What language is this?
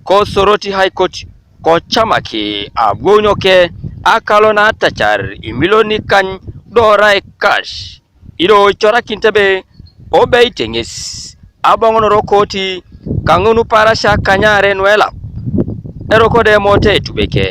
Teso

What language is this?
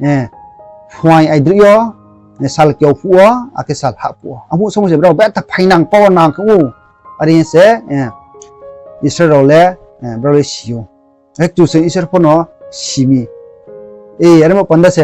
Riang (India)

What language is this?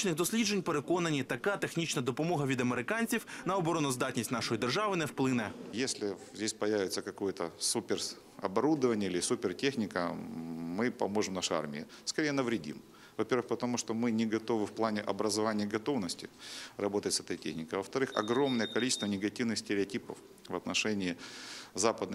Ukrainian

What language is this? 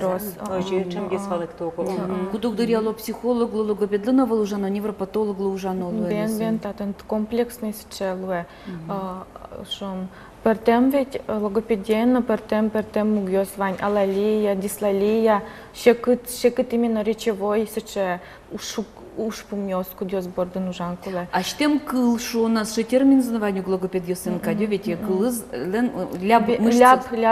Udmurt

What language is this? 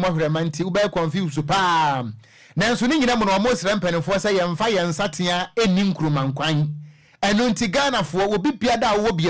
Akan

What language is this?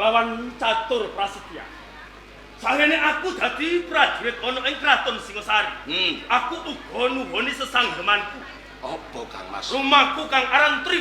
Javanese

